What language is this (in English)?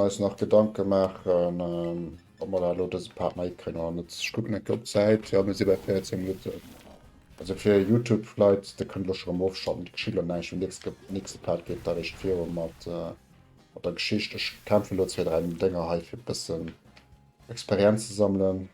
Luxembourgish